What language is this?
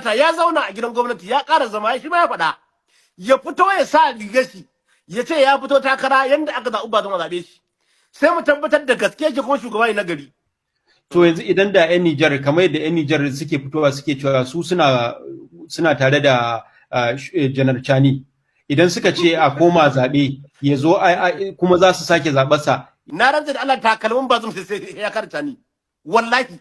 Hausa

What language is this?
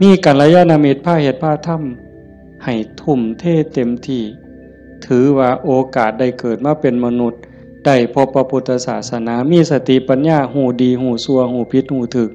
Northeastern Thai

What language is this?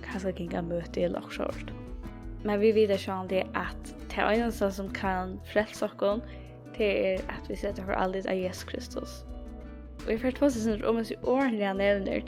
Faroese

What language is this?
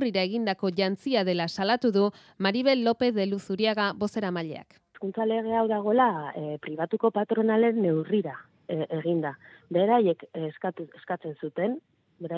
Basque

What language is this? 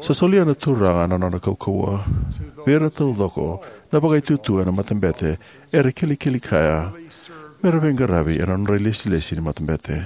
Fijian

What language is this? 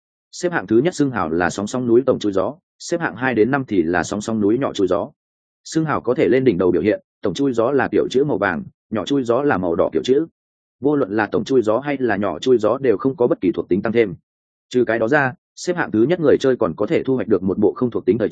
Vietnamese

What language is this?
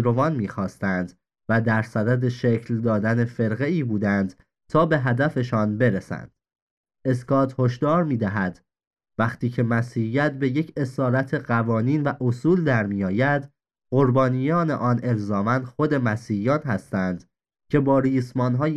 Persian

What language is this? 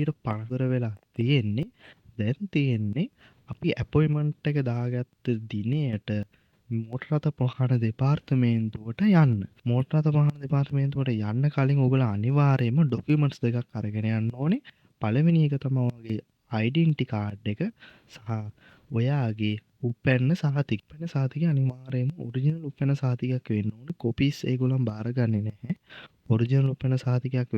Sinhala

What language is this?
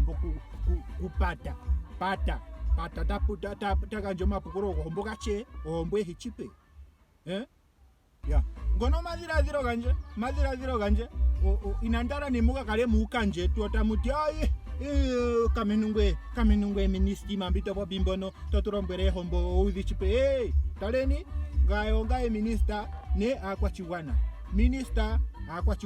Ndonga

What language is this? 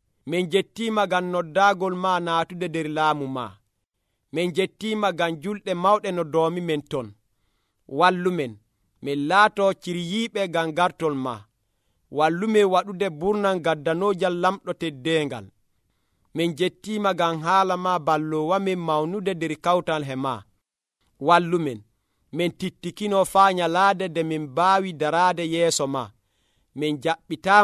Nigerian Fulfulde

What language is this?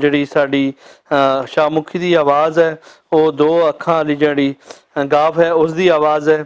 Western Panjabi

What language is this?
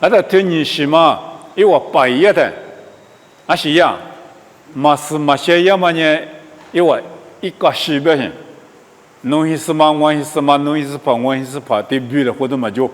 Lisu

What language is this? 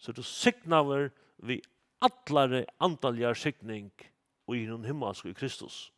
Faroese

